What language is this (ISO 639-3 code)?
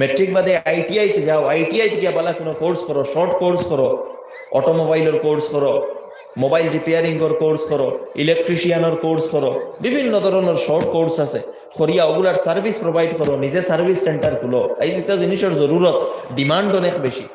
syl